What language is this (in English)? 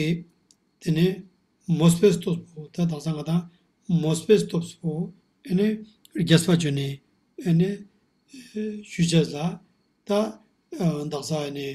Ladakhi